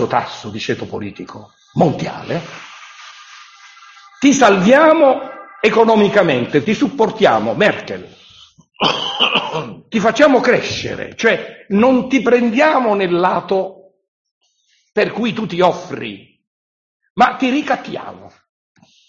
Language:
Italian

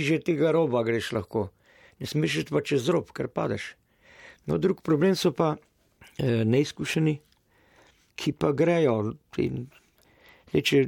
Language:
Slovenian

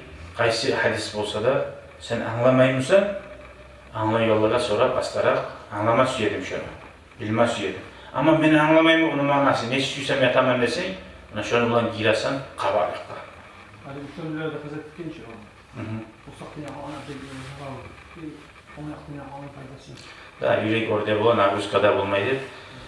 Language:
Kumyk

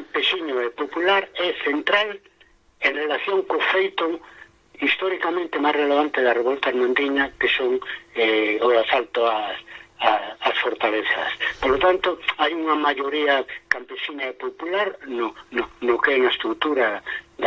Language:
Galician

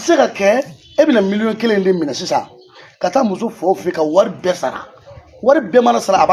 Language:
Bambara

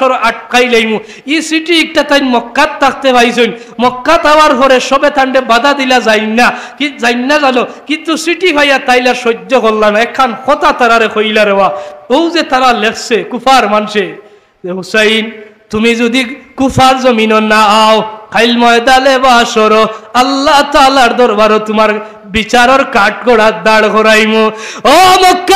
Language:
Sylheti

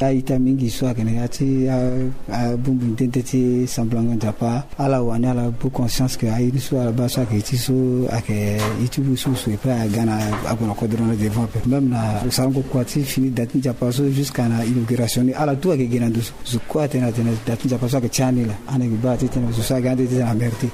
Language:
Sango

